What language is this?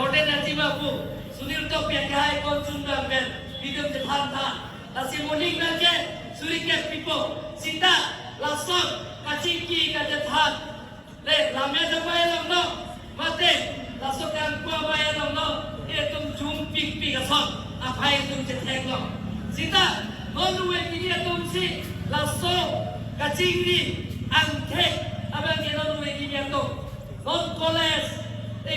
Karbi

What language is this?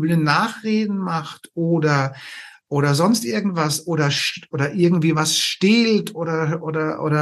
German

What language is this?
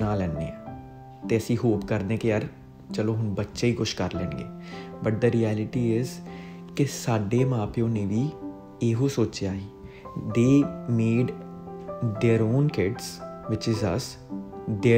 Punjabi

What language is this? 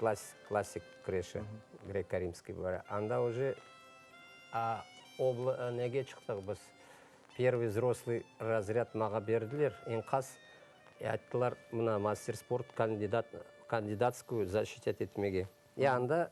Crimean Tatar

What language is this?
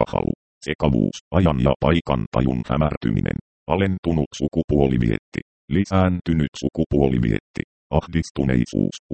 Finnish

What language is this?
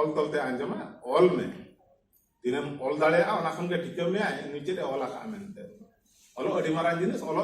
Santali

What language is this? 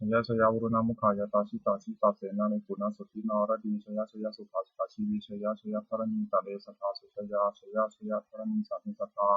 Pali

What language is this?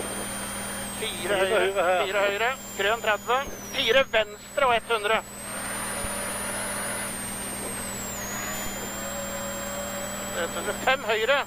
Norwegian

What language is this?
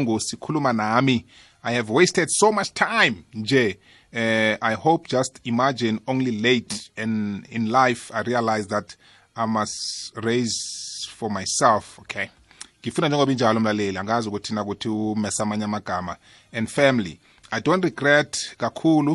South Ndebele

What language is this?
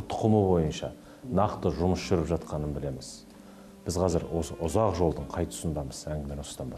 Kazakh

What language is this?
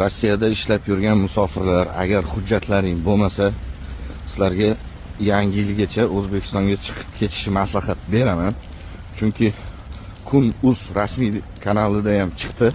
Uzbek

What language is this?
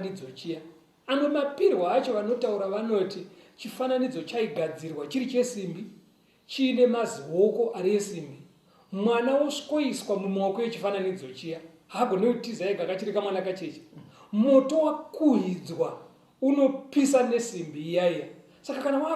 Shona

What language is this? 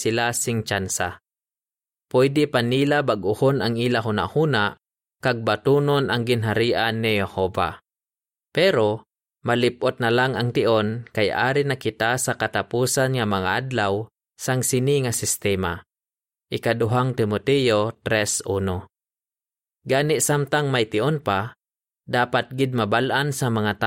Hiligaynon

